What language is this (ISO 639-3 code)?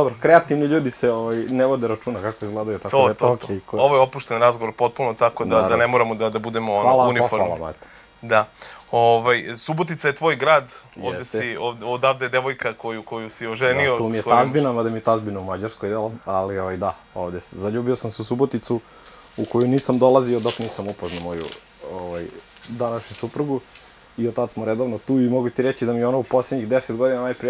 srp